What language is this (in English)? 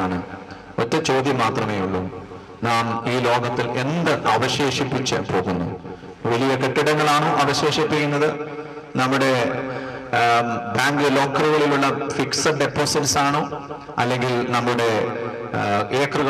Malayalam